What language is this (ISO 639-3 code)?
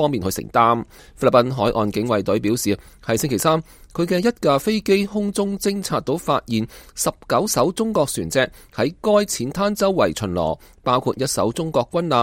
yue